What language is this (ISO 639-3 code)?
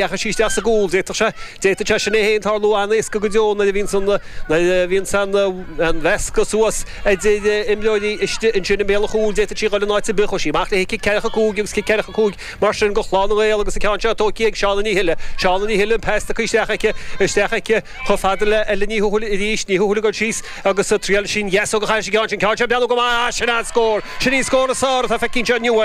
gle